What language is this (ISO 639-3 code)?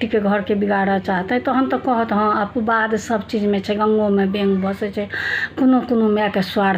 mai